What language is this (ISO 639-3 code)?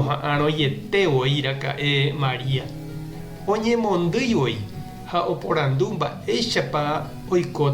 grn